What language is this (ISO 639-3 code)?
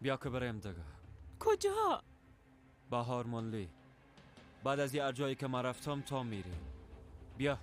fas